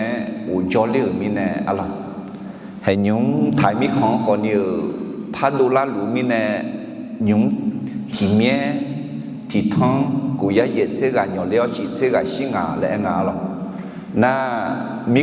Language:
Akha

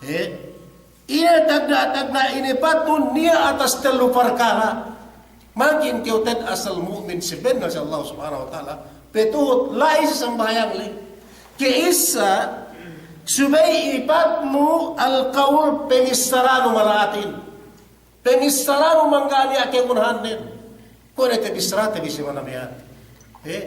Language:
Yakan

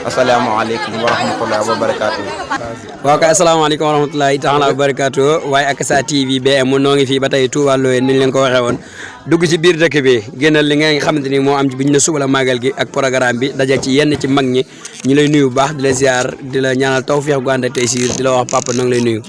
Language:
Wolof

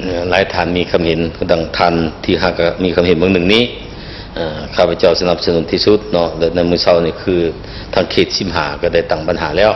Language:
Lao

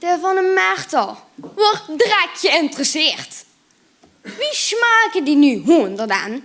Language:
Limburgish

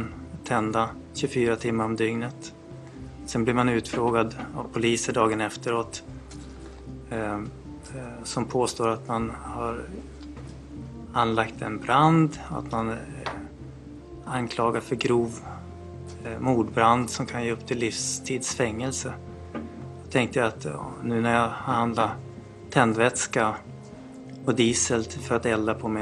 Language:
Swedish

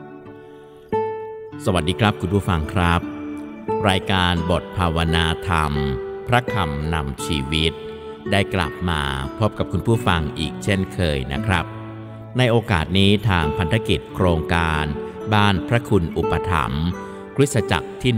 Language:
Thai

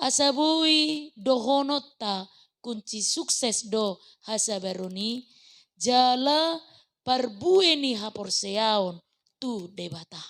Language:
Batak Toba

